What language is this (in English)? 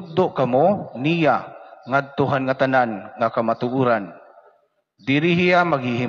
Waray